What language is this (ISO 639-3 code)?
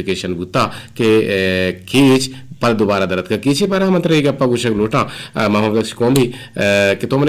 bgp